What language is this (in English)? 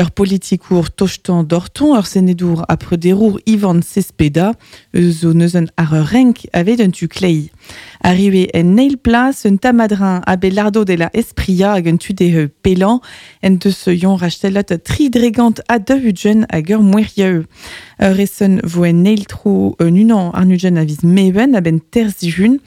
Breton